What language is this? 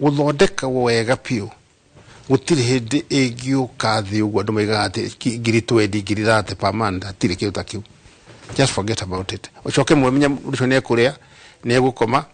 Kikuyu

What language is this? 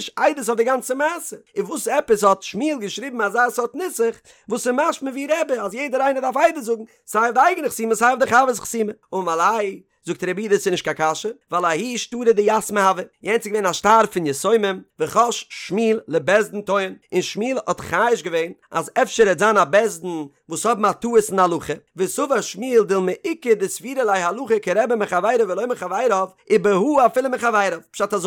Yiddish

